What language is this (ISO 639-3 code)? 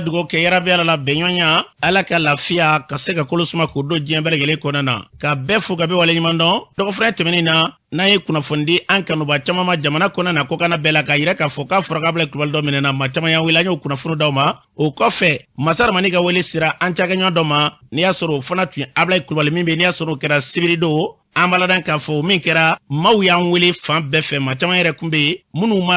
bam